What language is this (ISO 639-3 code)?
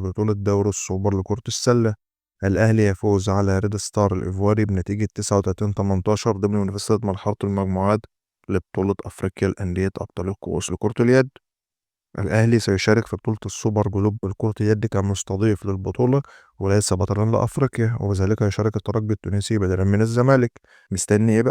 arz